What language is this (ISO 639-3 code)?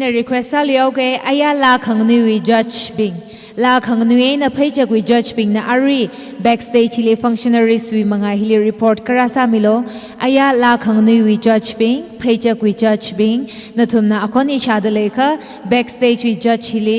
nmf